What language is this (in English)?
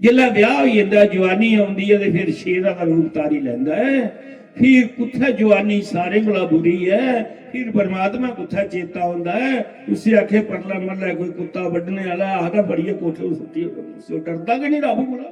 Dogri